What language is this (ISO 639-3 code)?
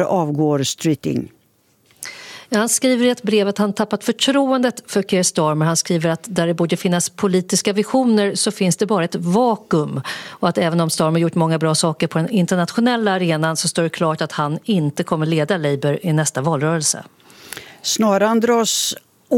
swe